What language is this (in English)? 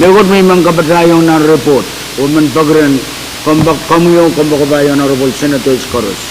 Pohnpeian